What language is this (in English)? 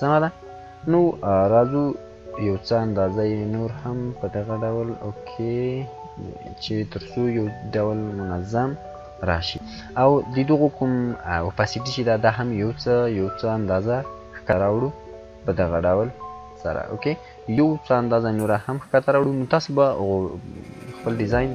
Pashto